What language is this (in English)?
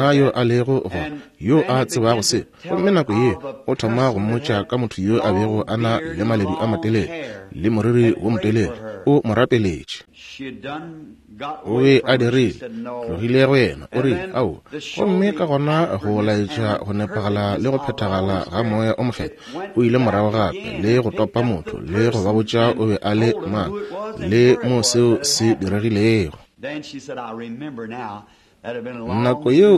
Northern Sotho